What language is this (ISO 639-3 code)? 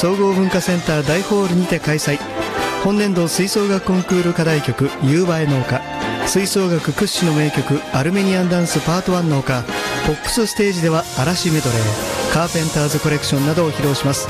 jpn